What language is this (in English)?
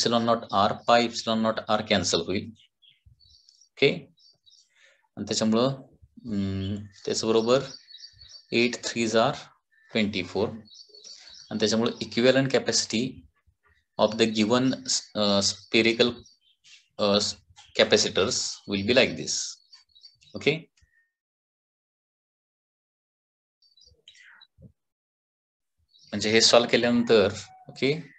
Marathi